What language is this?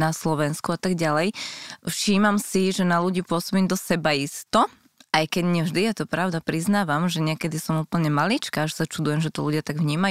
Slovak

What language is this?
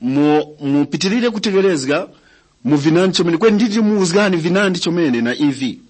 Tumbuka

